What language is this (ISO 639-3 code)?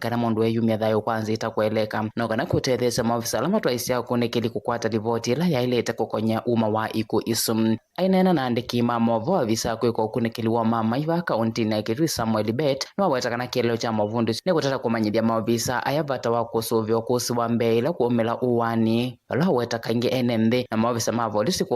kam